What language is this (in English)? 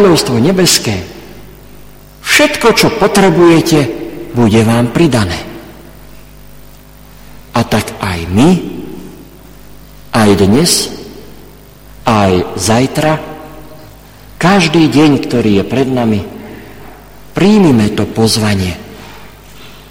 Slovak